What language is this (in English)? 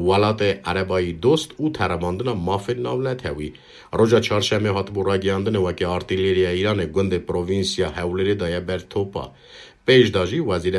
Kurdish